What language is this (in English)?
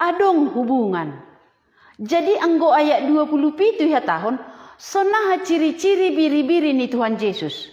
Batak Simalungun